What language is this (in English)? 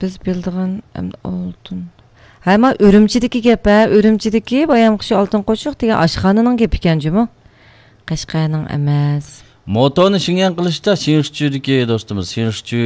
Uyghur